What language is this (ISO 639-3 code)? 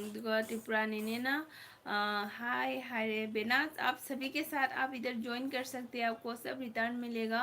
mni